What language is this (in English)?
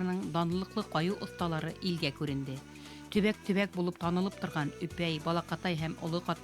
Bashkir